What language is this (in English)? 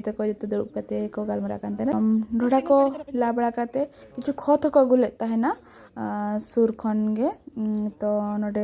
Santali